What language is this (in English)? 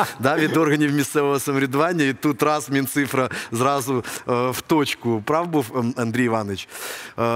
Ukrainian